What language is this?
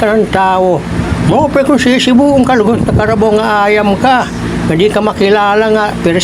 Waray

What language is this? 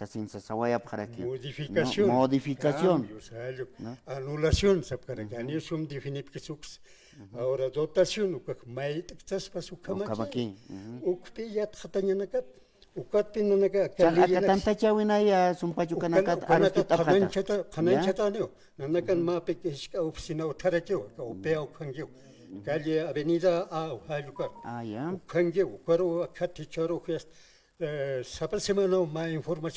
Aymara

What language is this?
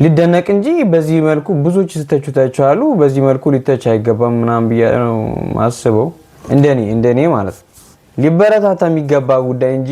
Amharic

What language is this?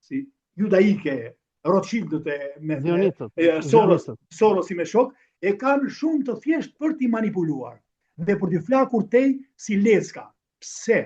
Albanian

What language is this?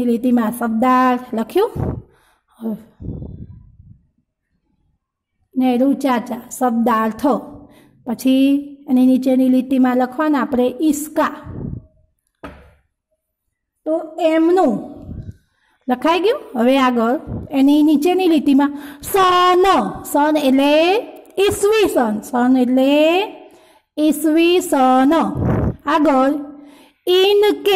Gujarati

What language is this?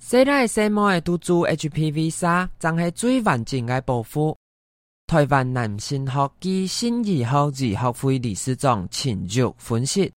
Hakka Chinese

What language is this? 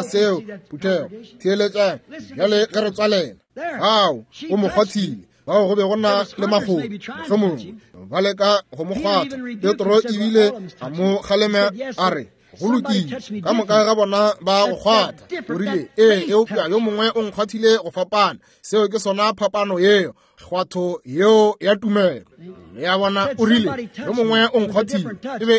Northern Sotho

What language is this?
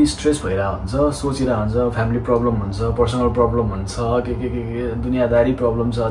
Nepali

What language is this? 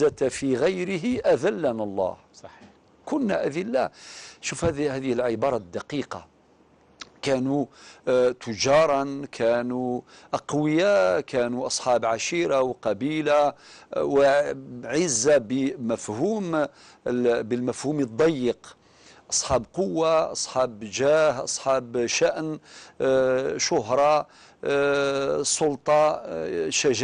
Algerian Arabic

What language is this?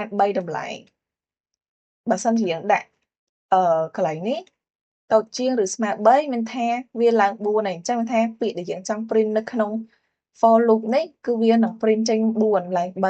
Khmer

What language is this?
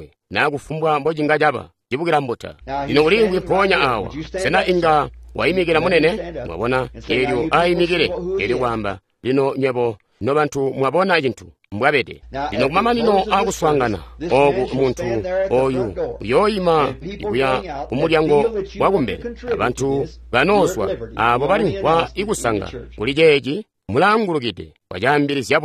Tonga (Zambia)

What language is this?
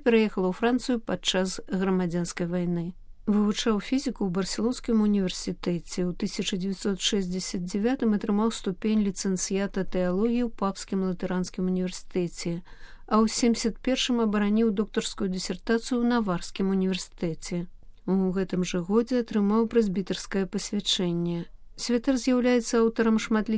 Belarusian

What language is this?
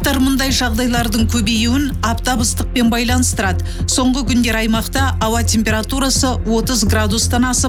Kazakh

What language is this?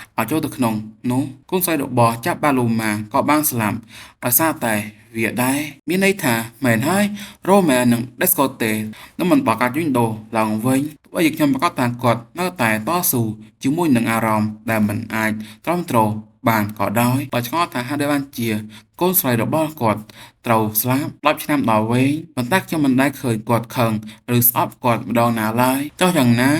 Khmer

